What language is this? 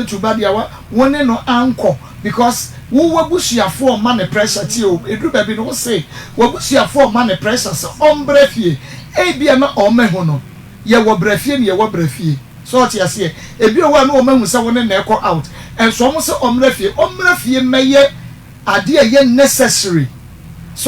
Akan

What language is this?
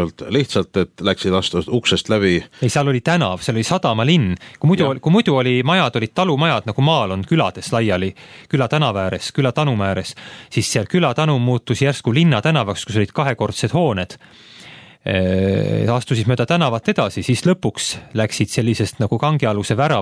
Estonian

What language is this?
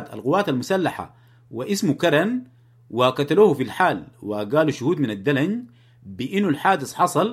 Sudanese Arabic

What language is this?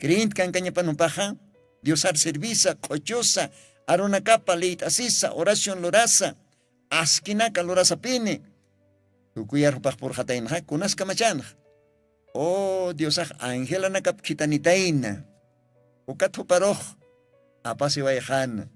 Aymara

